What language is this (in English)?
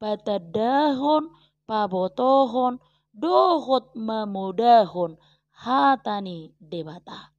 Batak Toba